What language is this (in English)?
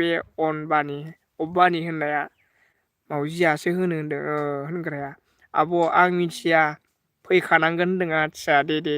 Bodo